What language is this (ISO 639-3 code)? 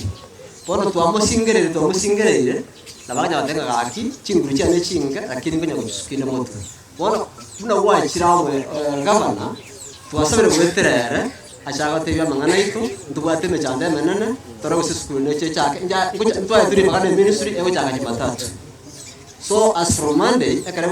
guz